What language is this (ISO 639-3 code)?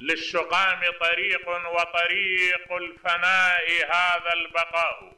acm